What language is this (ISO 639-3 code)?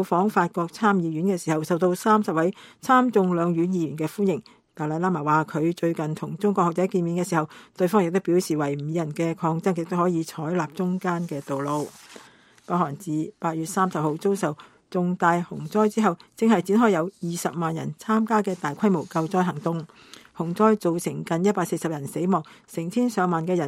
yue